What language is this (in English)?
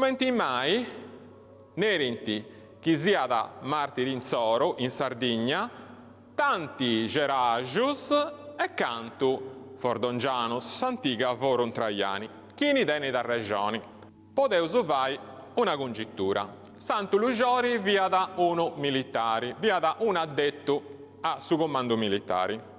Sardinian